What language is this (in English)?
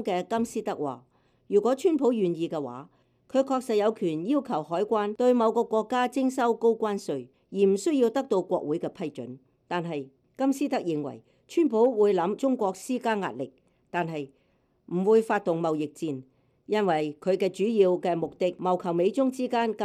Cantonese